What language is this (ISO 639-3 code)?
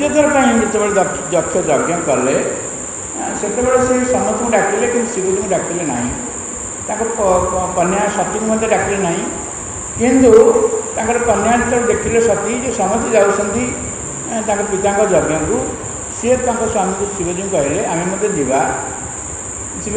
ori